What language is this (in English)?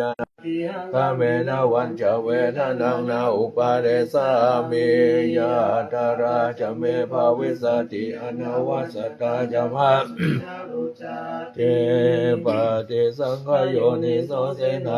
Pali